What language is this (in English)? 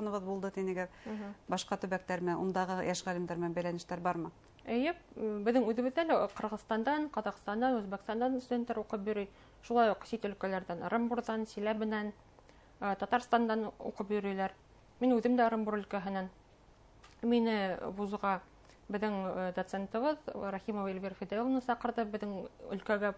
Bashkir